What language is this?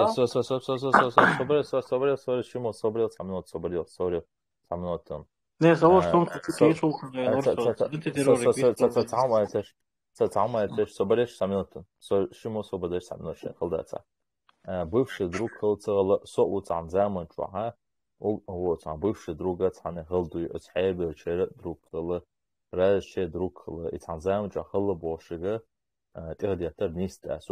Chechen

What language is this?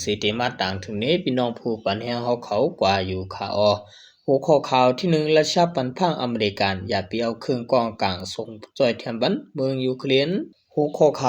Shan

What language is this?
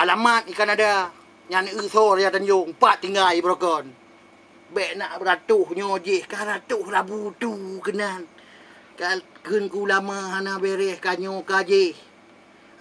Achinese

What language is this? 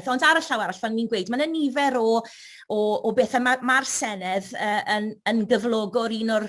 Welsh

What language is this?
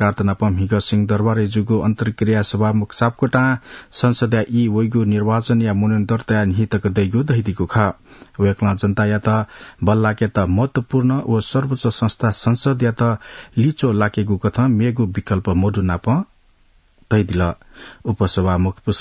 Newari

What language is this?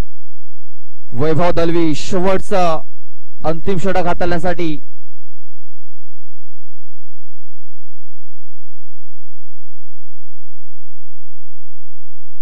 Marathi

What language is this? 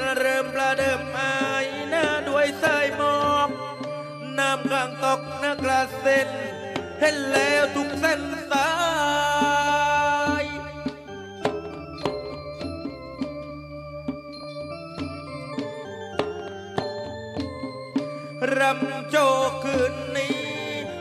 Thai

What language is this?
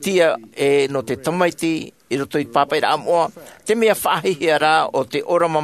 Tahitian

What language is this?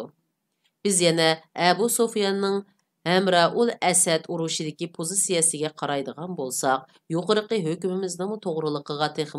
Uyghur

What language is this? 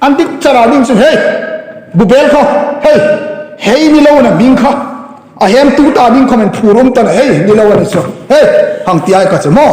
Hmar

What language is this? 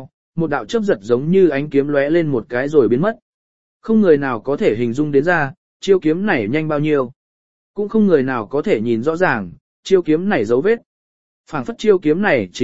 Vietnamese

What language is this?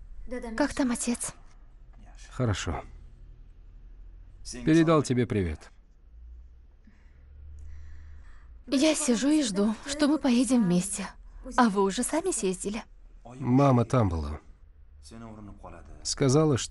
Russian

